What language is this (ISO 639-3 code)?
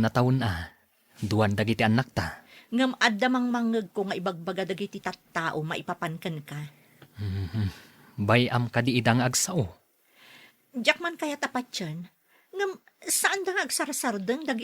ilo